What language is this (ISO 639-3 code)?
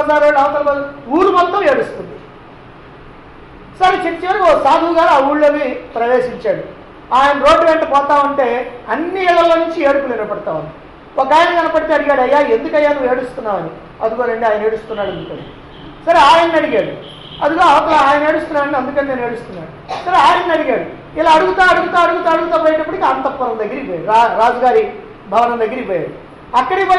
tel